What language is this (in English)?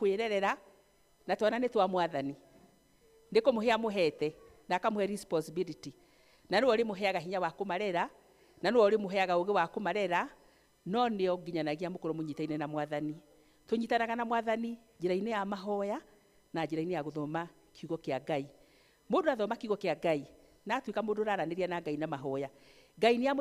Kikuyu